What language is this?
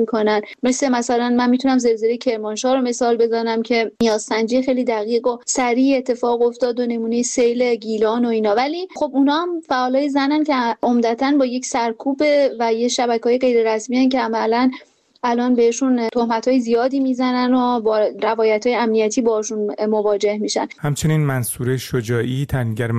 Persian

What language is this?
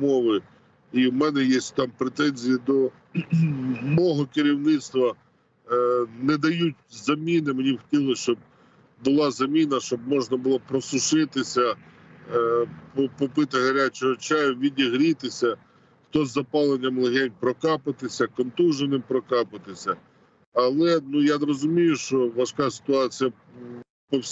Ukrainian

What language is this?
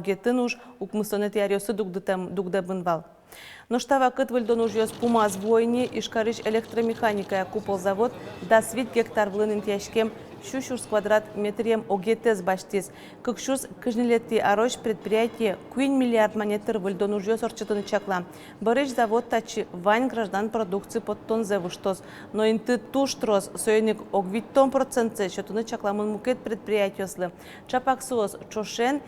Udmurt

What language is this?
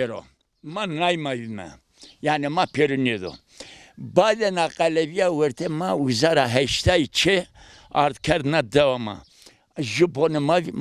Zaza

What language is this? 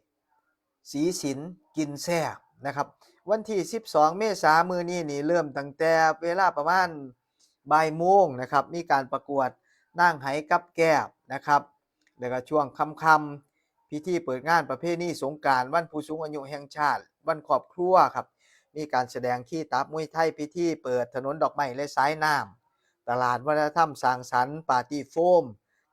Northeastern Thai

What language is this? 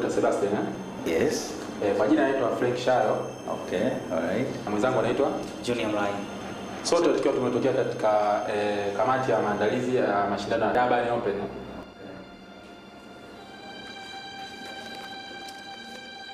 Swahili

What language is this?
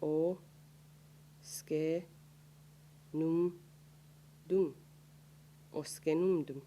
Mohawk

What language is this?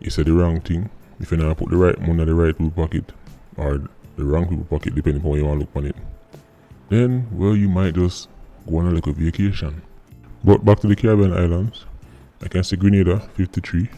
Jamaican Creole English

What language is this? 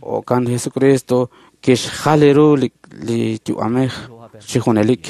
Kekchí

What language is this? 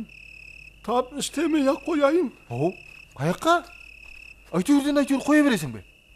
Kara-Kalpak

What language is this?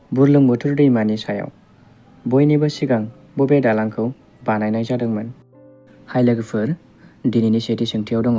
Bodo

